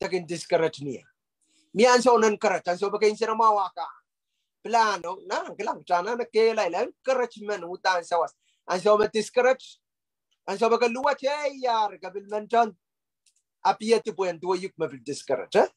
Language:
Pohnpeian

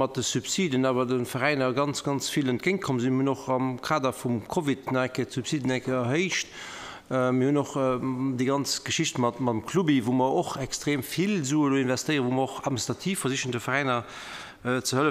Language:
Luxembourgish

